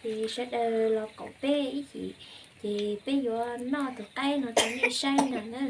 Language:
Hmong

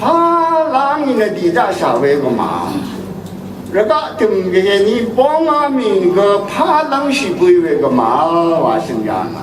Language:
Rawang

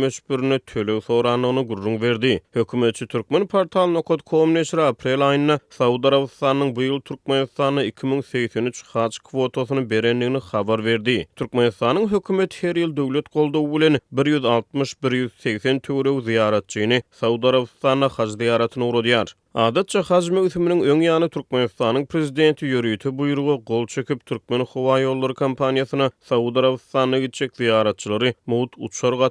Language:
Turkmen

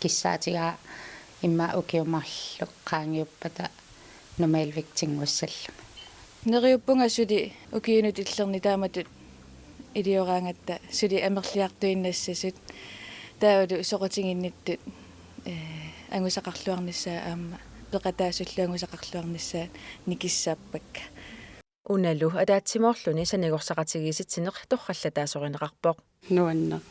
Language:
Kalaallisut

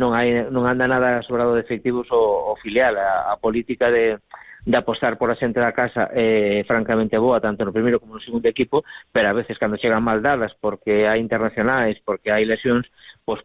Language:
Galician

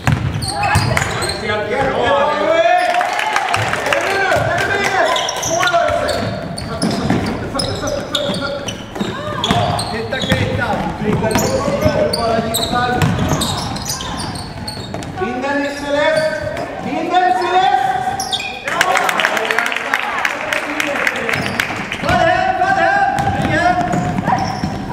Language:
Swedish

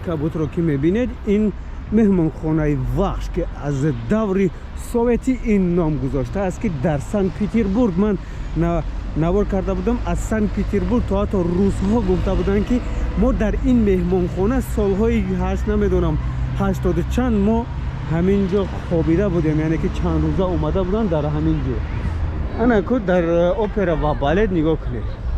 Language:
Tajik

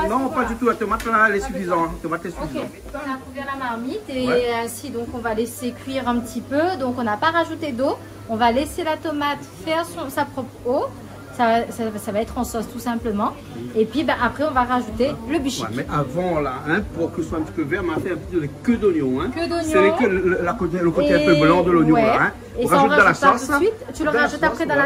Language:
Réunion Creole French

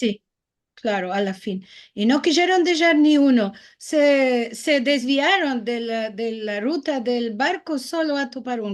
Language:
Ladino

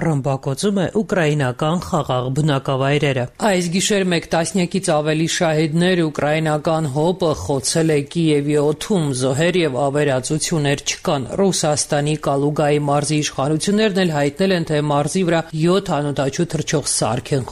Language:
Armenian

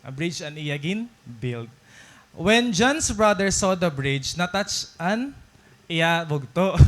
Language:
Waray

